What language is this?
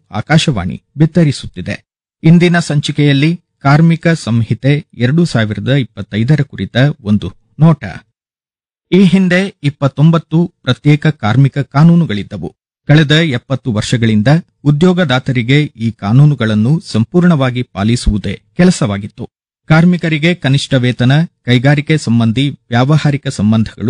Kannada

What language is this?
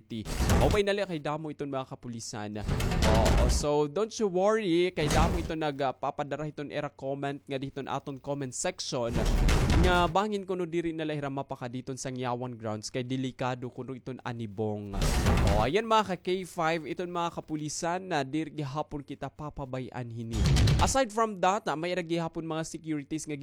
Waray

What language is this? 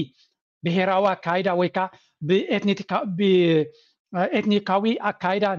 Tigrinya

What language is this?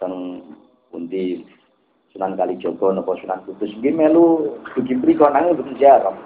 Javanese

